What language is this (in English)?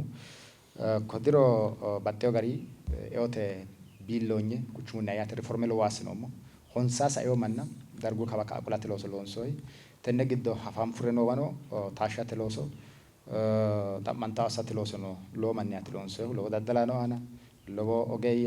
Sidamo